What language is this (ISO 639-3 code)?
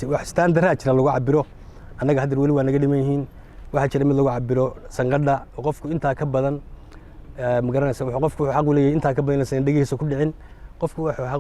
som